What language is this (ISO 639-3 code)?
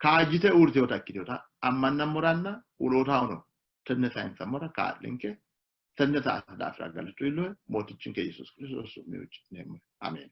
sid